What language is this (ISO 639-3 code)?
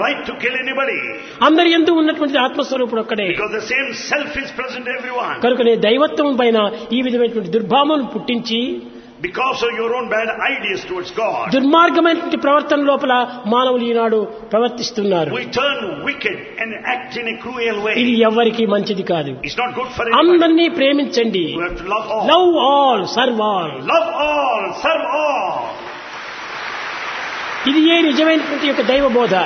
tel